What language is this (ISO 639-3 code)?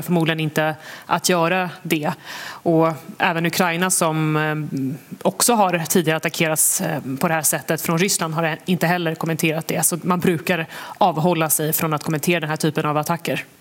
swe